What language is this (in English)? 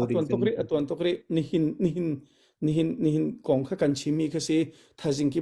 Hakha Chin